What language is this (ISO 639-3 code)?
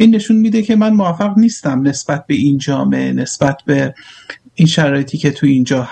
fas